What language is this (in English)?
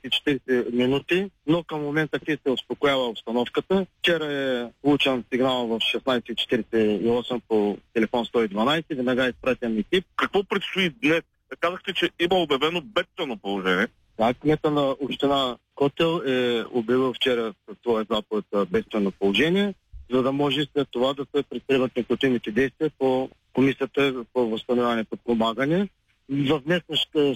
Bulgarian